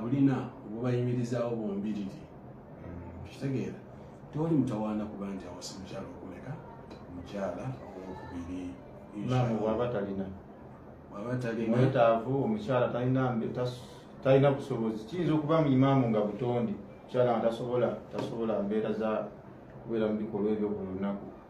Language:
Ganda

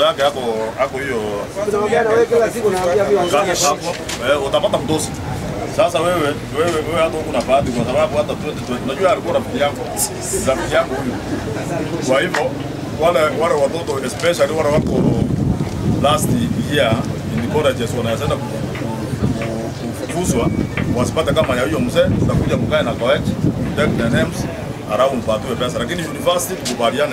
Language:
Swahili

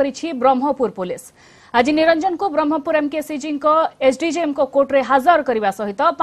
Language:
Odia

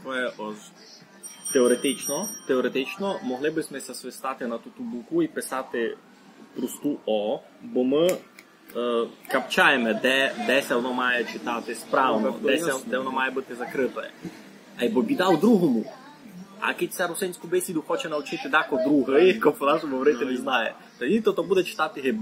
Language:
Rusyn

